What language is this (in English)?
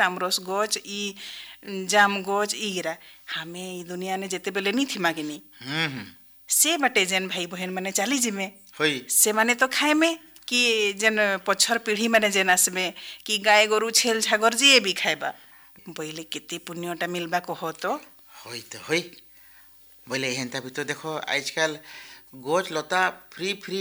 Odia